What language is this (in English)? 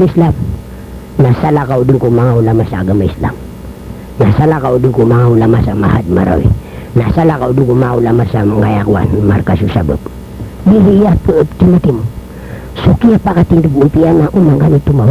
Maranao